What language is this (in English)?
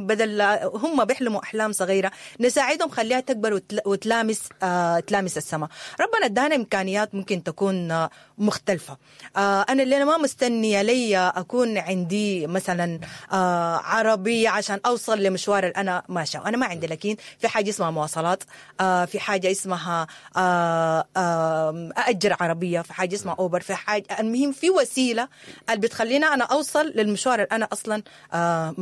Sudanese Arabic